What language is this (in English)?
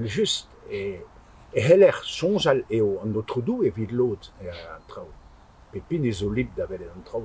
Breton